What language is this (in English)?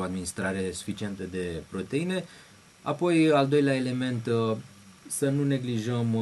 Romanian